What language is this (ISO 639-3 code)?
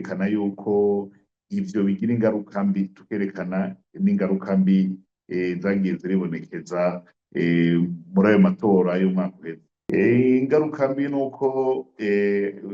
run